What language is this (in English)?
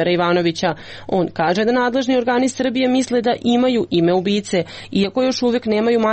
Serbian